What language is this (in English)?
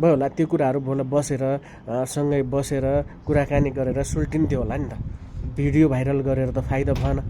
Nepali